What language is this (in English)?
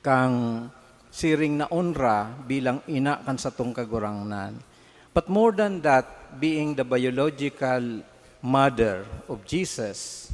Bikol